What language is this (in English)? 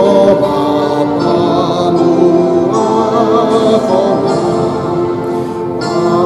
Batak Toba